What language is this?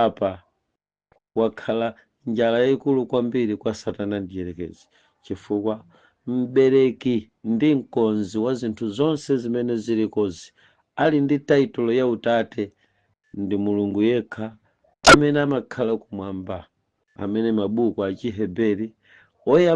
Nyanja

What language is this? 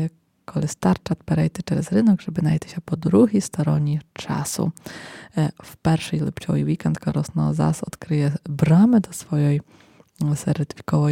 Rusyn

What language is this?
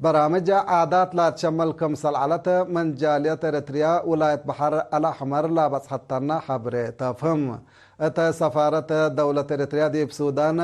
Tigre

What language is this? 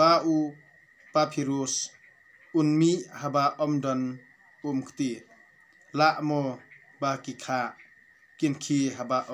Khasi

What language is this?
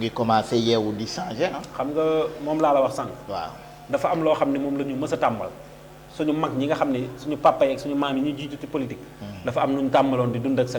Wolof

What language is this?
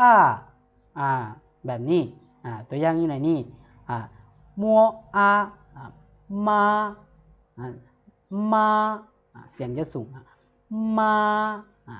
Lao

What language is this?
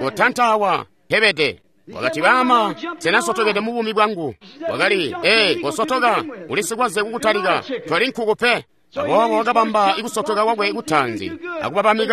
Tonga (Zambia)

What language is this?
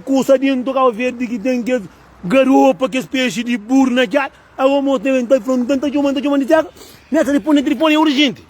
Kabuverdianu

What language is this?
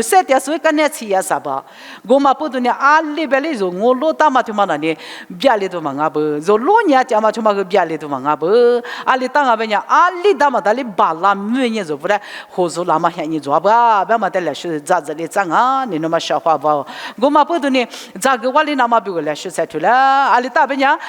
Lisu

